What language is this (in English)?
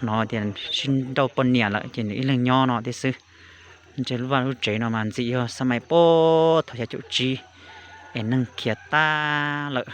Hmong